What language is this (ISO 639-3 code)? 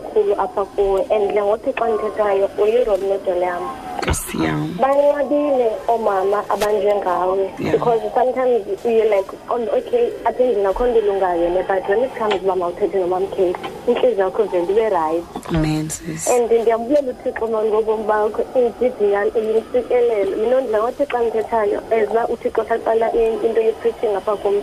xho